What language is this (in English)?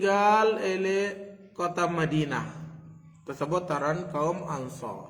Sasak